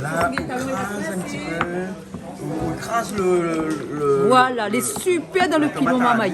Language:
Réunion Creole French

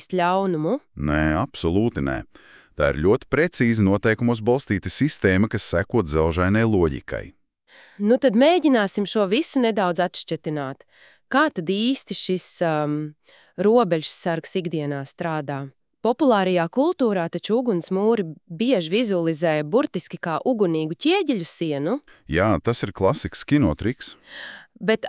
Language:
Latvian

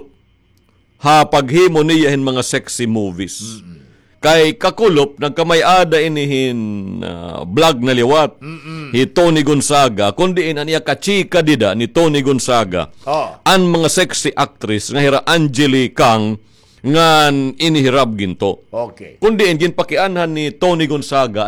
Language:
Waray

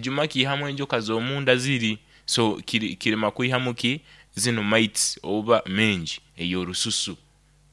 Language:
Nyoro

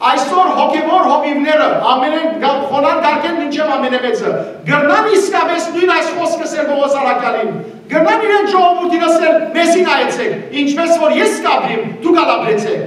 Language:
Western Armenian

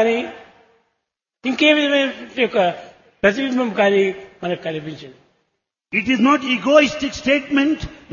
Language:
Telugu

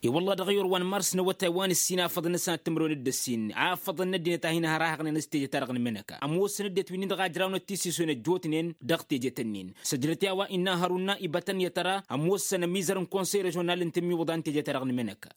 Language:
Tamasheq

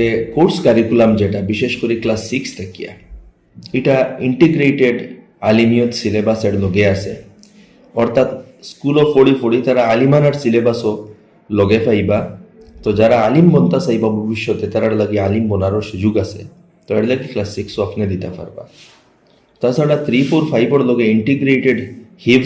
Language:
Sylheti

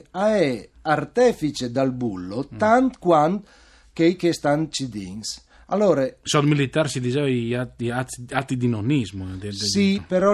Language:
Friulian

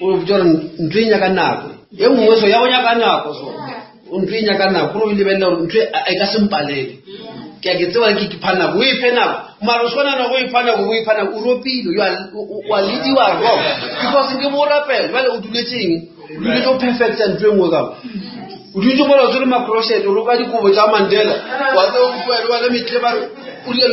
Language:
Northern Sotho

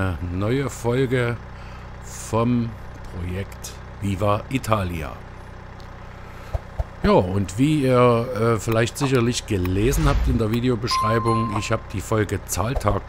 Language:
German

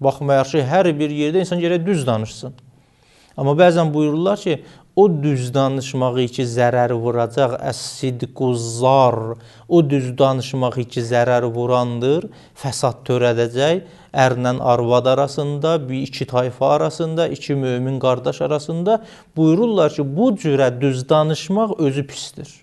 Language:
Azerbaijani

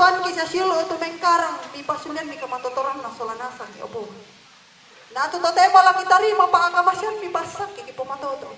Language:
Toraja-Sa'dan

